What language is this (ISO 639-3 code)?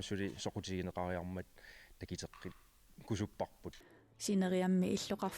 kal